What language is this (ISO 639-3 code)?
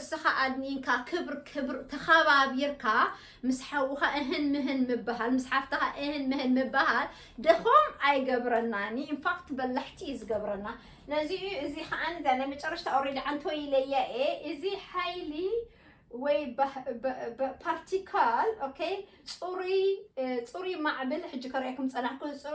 tir